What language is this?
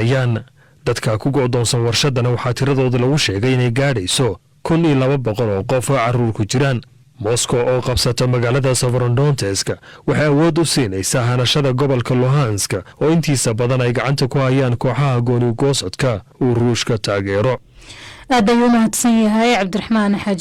Somali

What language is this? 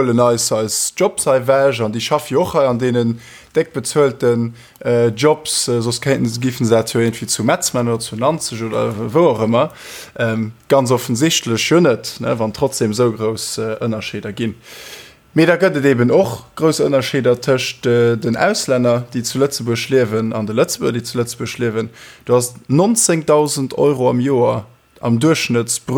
Luxembourgish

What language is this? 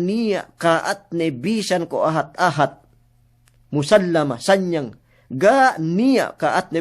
Yakan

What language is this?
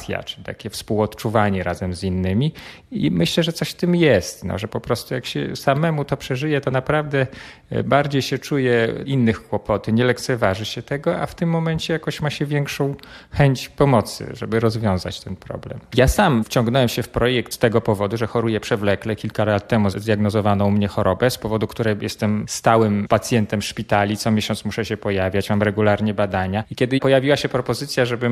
Polish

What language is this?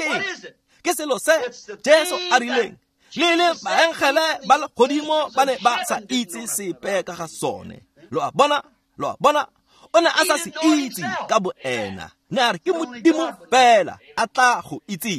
Tswana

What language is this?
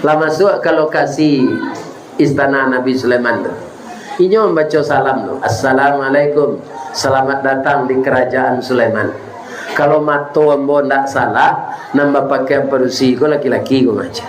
Minangkabau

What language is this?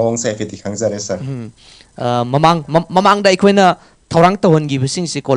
Manipuri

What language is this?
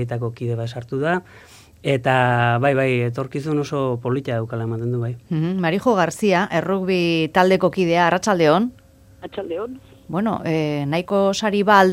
Basque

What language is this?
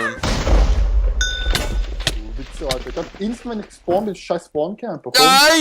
Swiss German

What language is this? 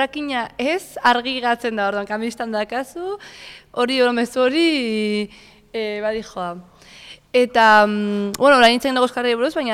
Basque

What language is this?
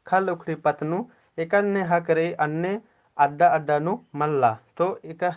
Kurukh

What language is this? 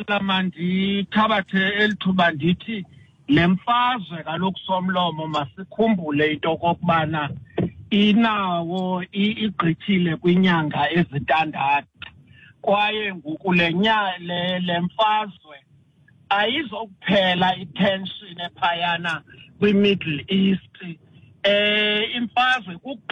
Xhosa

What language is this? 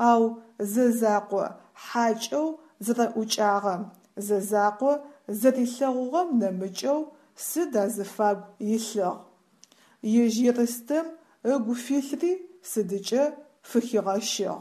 Adyghe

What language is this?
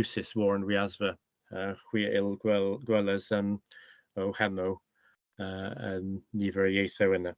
Cornish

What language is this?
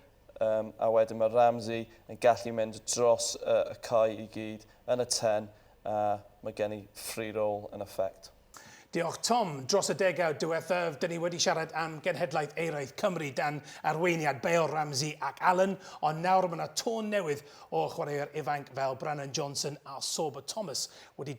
Welsh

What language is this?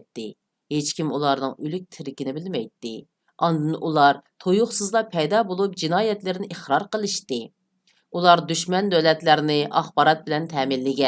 Uyghur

